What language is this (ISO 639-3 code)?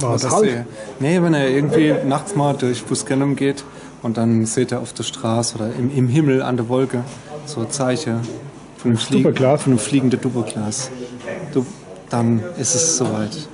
pfl